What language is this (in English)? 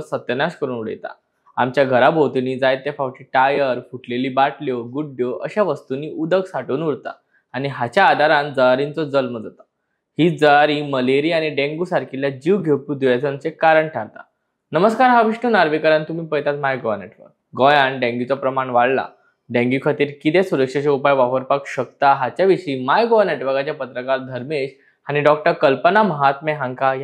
Konkani